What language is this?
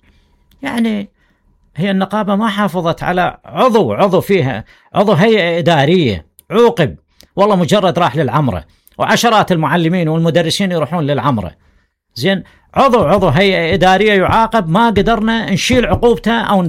Mesopotamian Arabic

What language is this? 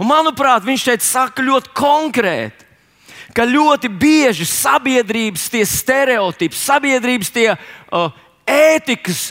Latvian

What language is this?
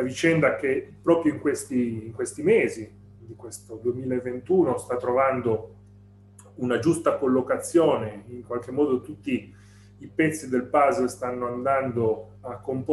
Italian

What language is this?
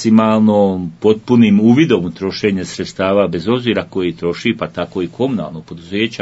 Croatian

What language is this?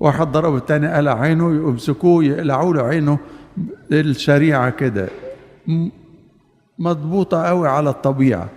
Egyptian Arabic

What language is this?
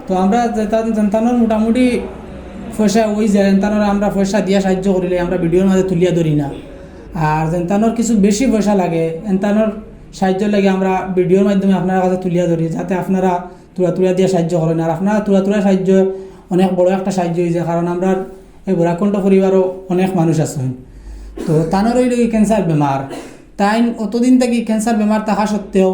Sylheti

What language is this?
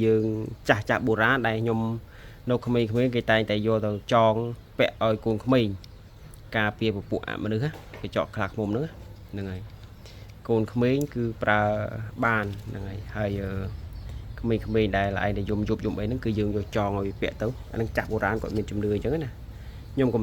Khmer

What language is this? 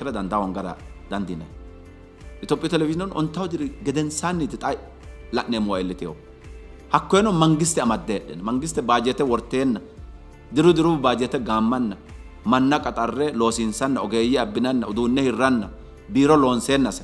Sidamo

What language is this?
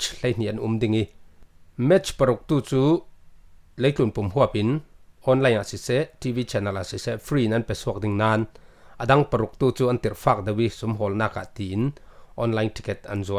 Falam Chin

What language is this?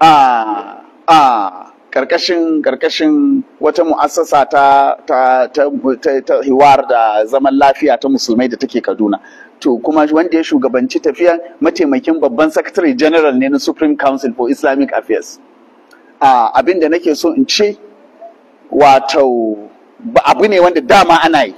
Hausa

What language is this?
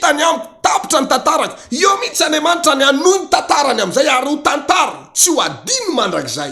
Malagasy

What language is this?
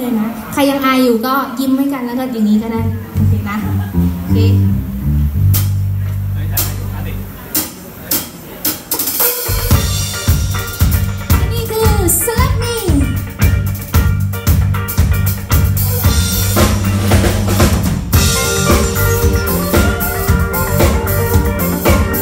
Thai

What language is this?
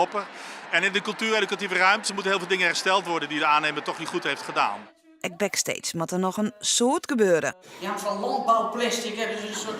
Western Frisian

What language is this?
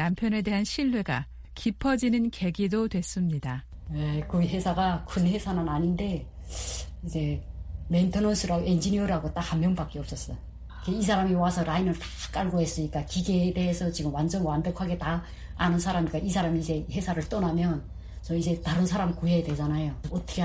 Korean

